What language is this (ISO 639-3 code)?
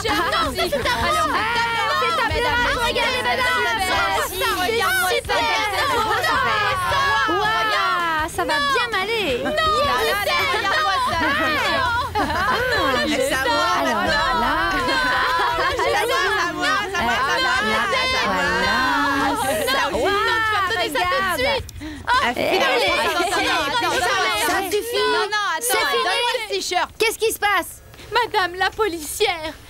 fra